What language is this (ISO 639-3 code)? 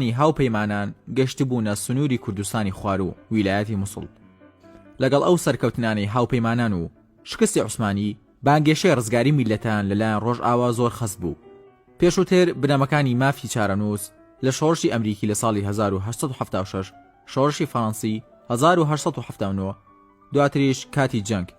ckb